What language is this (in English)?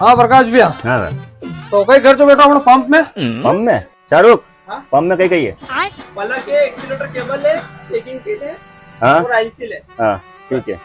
Rajasthani